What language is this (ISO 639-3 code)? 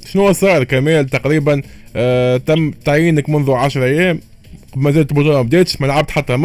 aeb